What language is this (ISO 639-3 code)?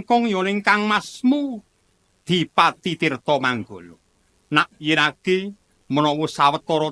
jav